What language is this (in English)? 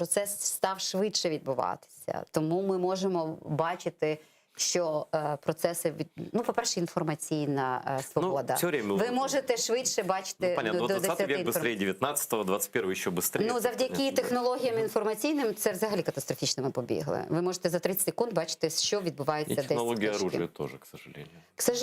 Crimean Tatar